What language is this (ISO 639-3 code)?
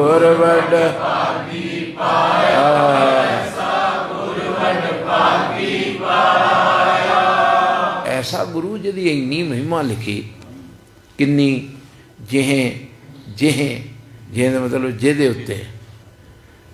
pan